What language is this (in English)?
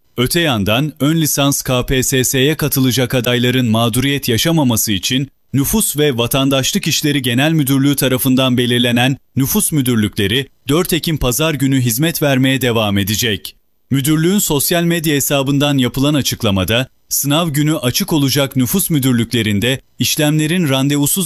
Turkish